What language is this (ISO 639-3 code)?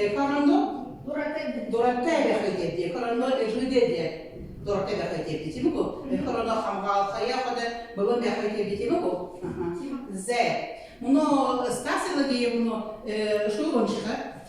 bua